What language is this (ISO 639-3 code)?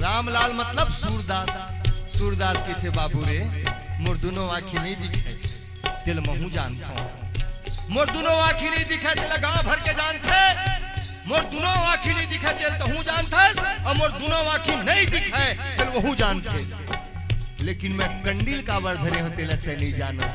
hne